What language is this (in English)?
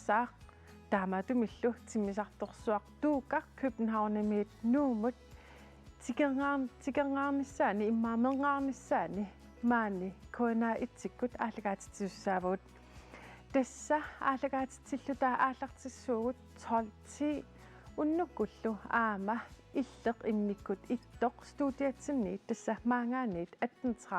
Kalaallisut